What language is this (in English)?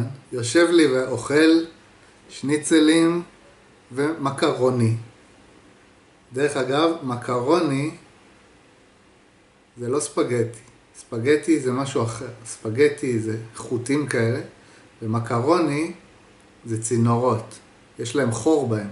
Hebrew